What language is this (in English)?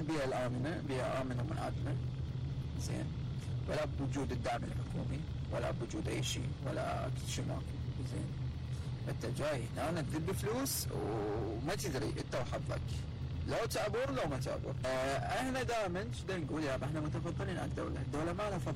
Mesopotamian Arabic